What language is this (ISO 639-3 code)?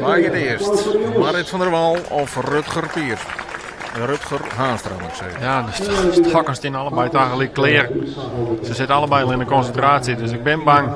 fry